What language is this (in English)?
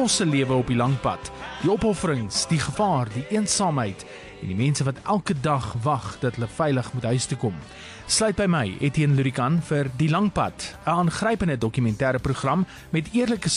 Afrikaans